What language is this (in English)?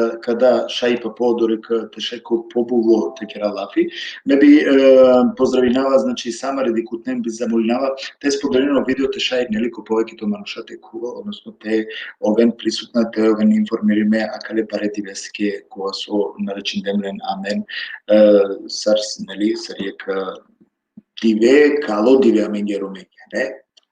Balkan Romani